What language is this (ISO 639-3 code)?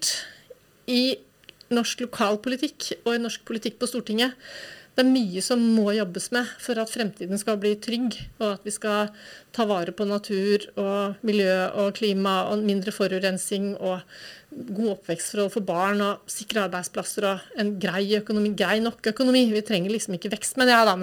nor